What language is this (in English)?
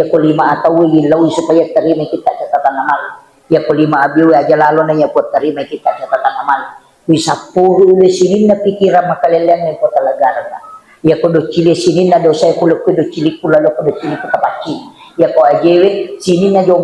Buginese